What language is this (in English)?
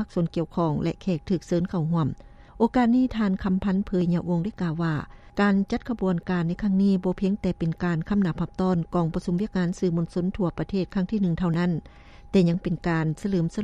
Lao